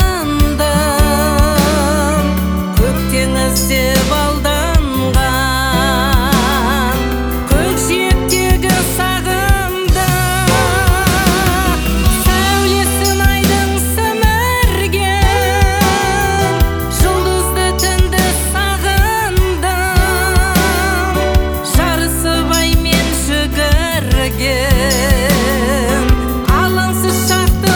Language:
Kazakh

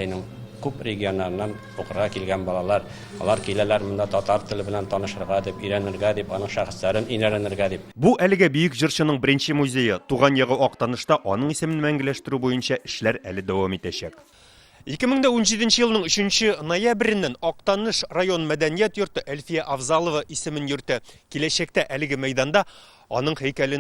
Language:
Tatar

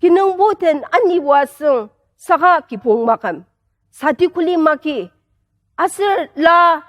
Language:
Ao Naga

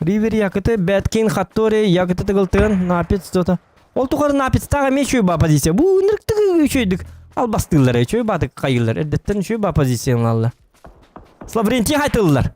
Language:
Yakut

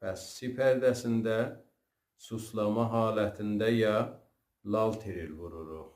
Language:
South Azerbaijani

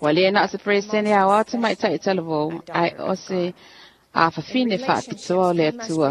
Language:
Samoan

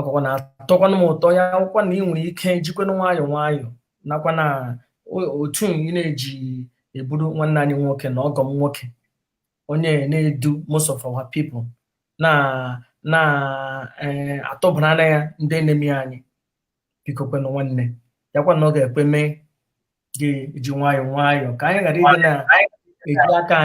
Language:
Igbo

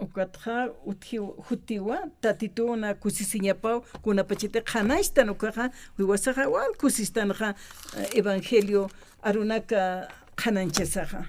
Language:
Aymara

